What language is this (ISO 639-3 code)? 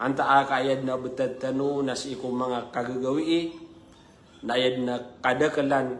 mrw